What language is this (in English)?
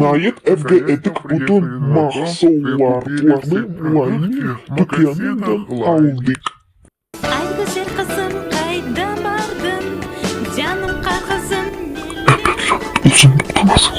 Crimean Tatar